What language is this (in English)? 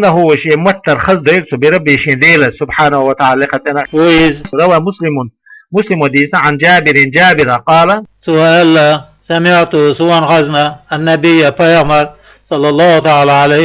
Chechen